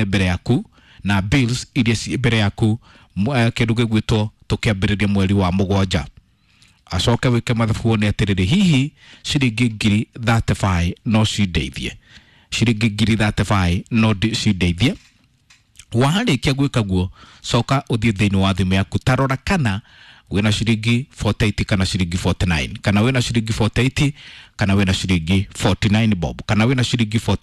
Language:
Kikuyu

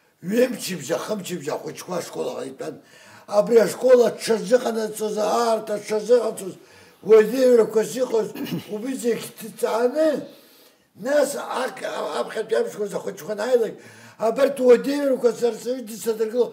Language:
Abkhazian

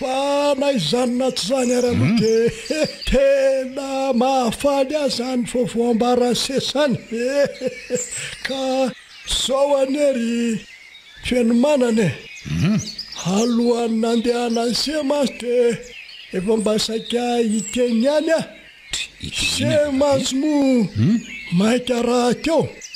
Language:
Malagasy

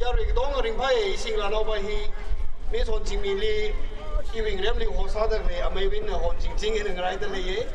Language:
Tangkhul Naga (India)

